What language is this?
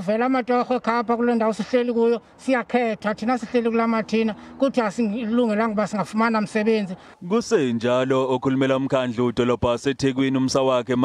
Zulu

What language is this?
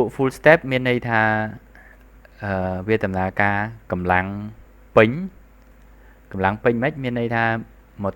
Khmer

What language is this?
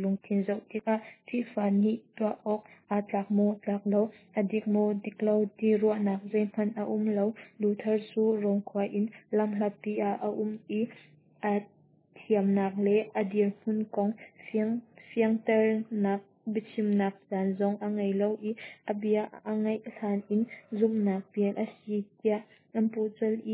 Hakha Chin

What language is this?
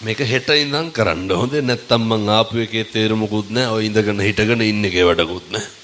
Sinhala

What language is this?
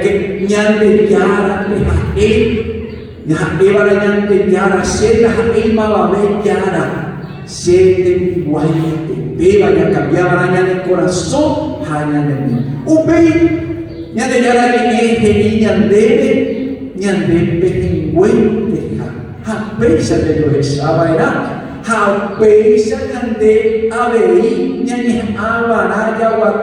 Guarani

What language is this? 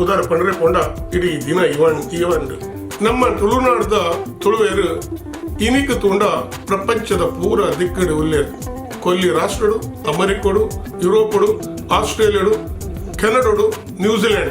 Tulu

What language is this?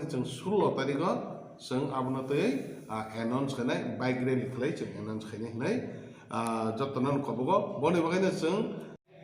Kok Borok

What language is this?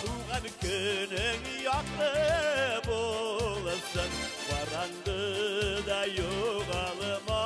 Bashkir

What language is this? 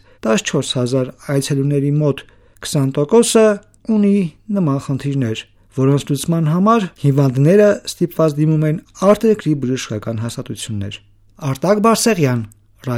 Armenian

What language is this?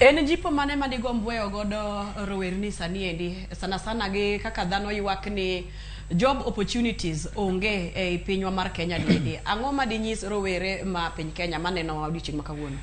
Luo (Kenya and Tanzania)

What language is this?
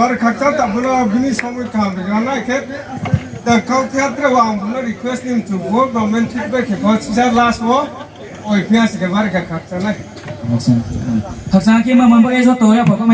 Riang (India)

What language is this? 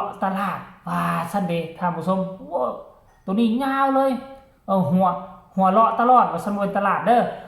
Northeastern Thai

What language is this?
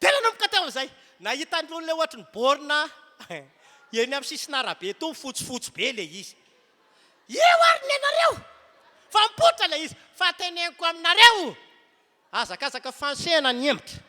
Malagasy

